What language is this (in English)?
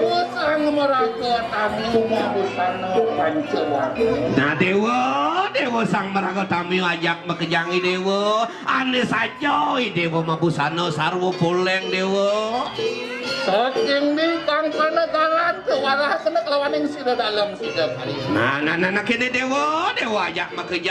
Balinese